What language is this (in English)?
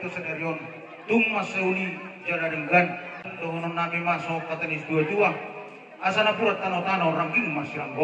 Batak Toba